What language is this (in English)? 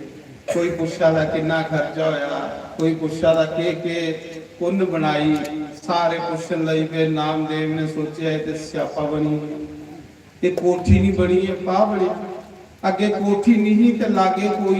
Dogri